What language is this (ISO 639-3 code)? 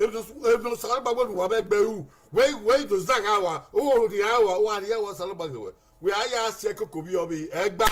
bin